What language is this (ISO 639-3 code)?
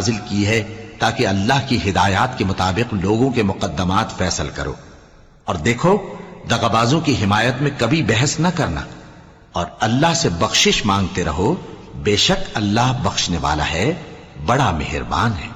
urd